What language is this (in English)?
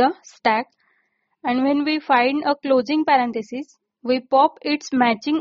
Marathi